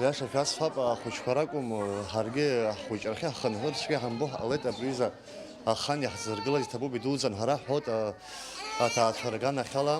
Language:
Abkhazian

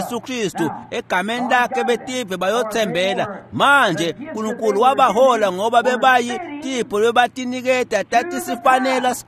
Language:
Swati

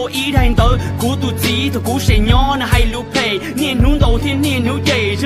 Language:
Hmong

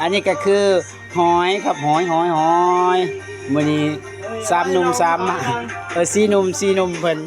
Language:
Northeastern Thai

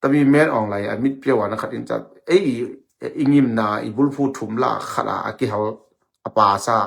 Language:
Tedim Chin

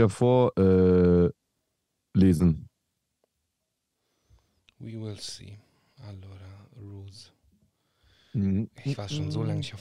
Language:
German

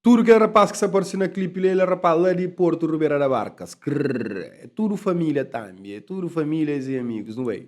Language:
Kabuverdianu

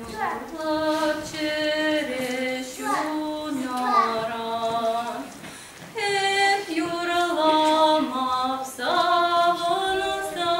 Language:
Chuvash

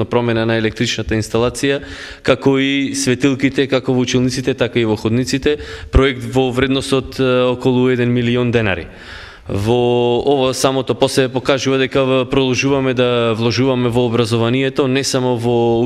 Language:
Macedonian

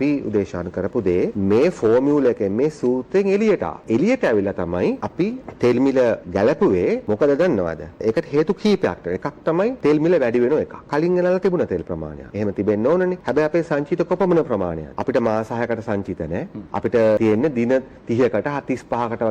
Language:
Sinhala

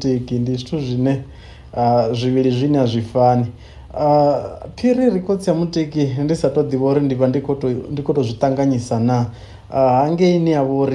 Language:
Venda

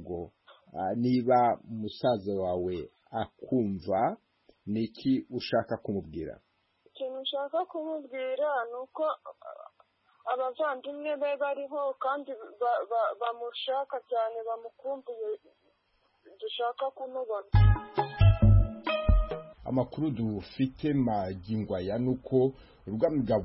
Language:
Kinyarwanda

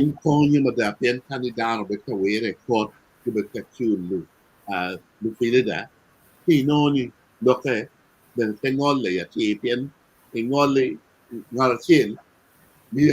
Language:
Acoli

